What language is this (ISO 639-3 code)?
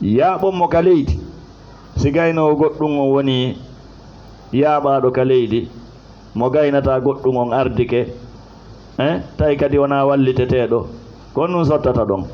ful